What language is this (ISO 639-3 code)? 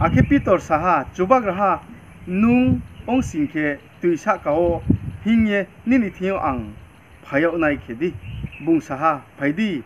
ria